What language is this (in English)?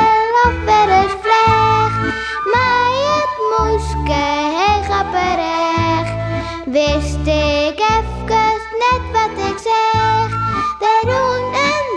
Western Frisian